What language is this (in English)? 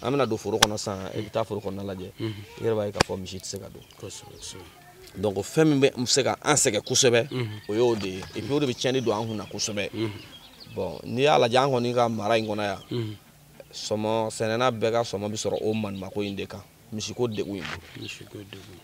Bambara